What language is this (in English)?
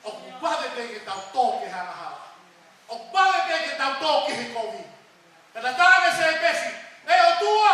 Tongan